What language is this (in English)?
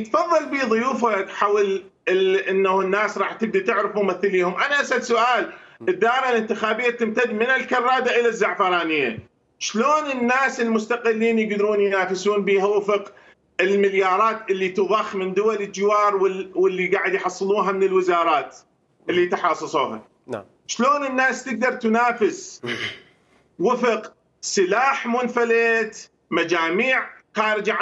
Mesopotamian Arabic